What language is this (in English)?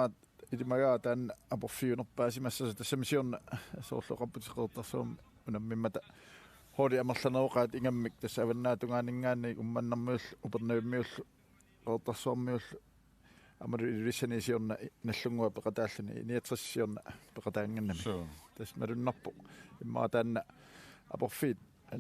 Kalaallisut